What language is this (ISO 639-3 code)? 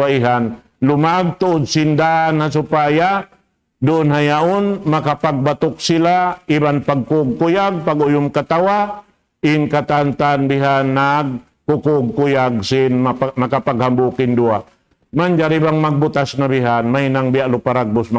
tsg